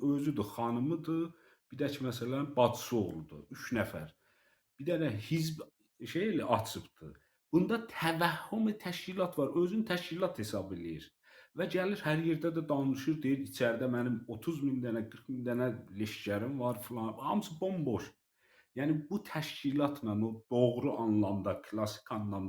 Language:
South Azerbaijani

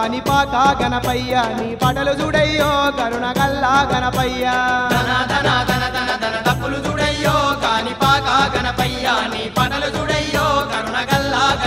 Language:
Telugu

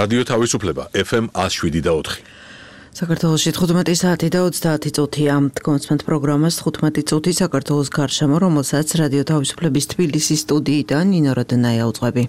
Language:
Georgian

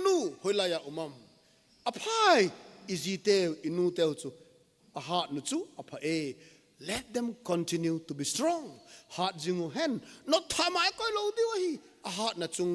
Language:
Thado Chin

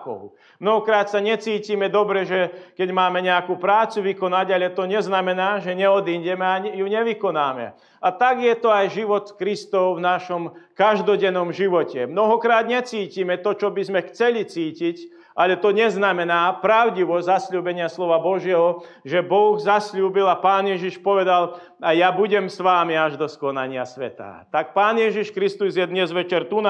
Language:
Slovak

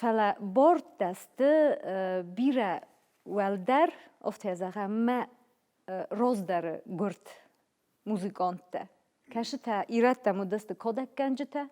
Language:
Ossetic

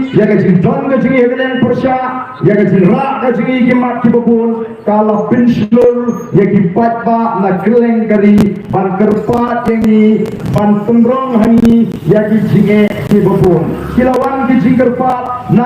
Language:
Khasi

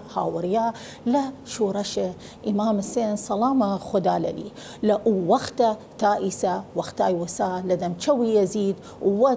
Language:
Southern Kurdish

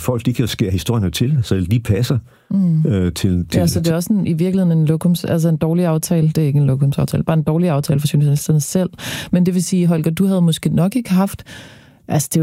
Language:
Danish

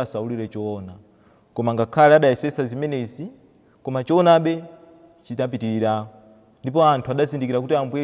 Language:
Nyanja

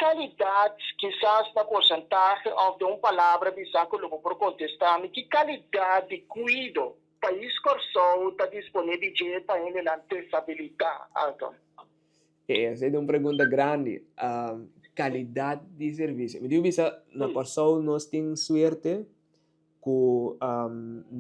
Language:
Papiamento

